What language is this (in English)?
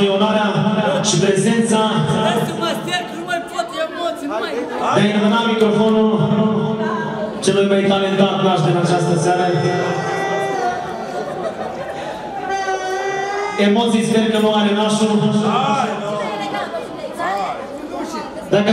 Romanian